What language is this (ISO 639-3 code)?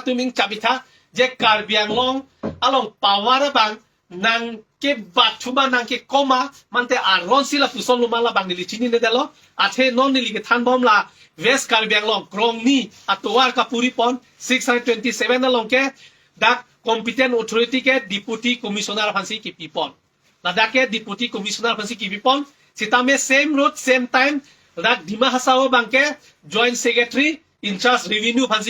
mjw